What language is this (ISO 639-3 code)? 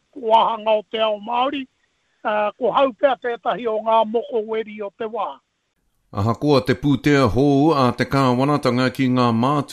mri